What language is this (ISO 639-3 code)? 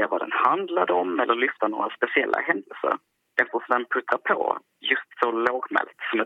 swe